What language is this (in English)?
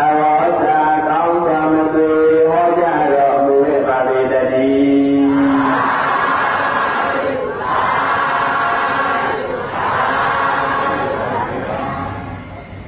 Burmese